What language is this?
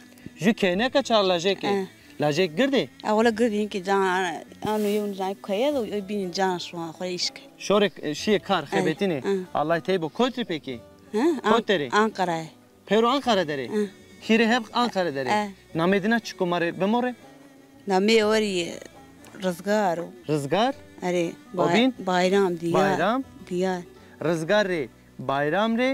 Zaza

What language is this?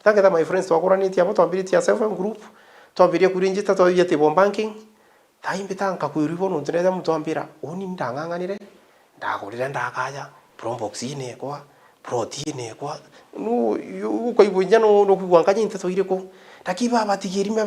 Meru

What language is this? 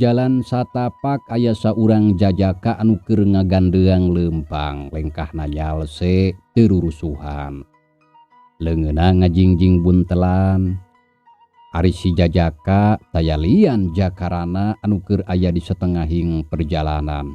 Sundanese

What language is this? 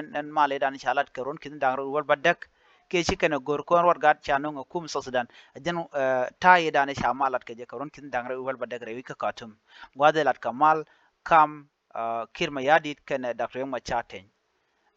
Nuer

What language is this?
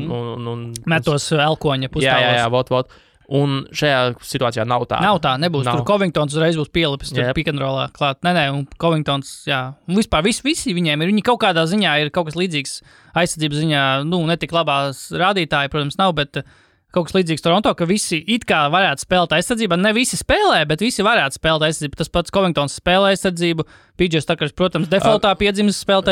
Latvian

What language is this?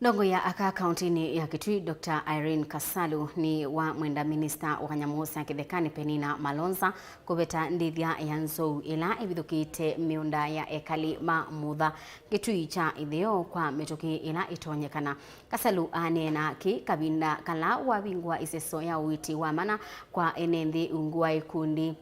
Kamba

